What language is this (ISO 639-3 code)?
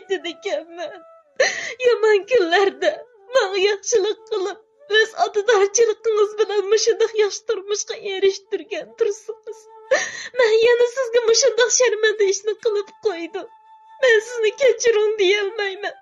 uig